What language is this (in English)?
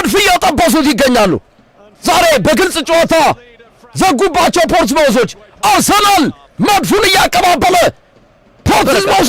Amharic